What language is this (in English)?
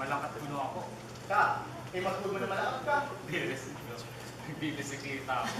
Waray